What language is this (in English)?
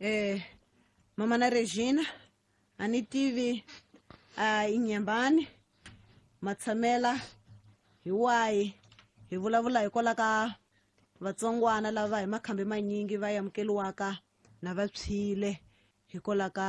Tsonga